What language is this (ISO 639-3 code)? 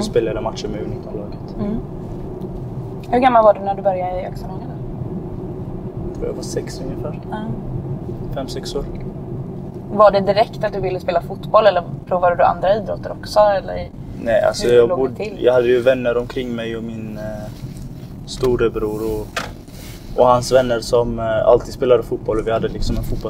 swe